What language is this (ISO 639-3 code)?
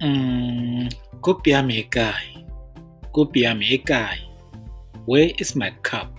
tsn